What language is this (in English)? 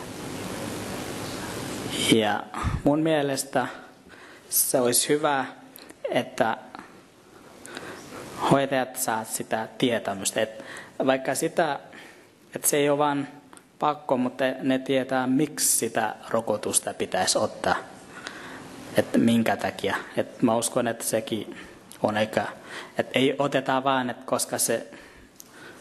Finnish